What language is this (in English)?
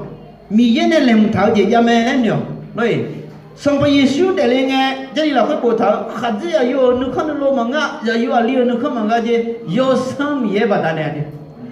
Akha